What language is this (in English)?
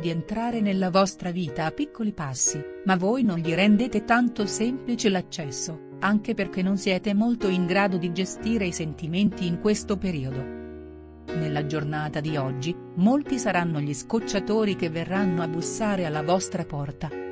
Italian